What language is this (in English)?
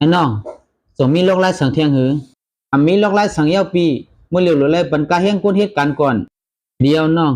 Shan